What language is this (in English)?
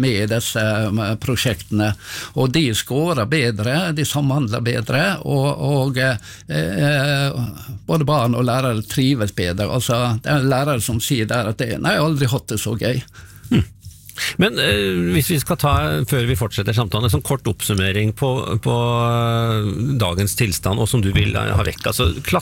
Norwegian